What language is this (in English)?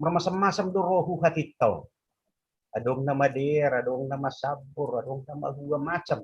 Batak Simalungun